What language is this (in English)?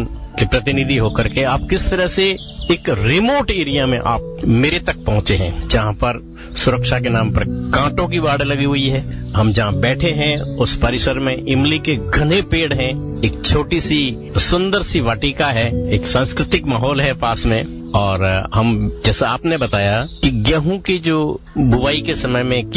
Hindi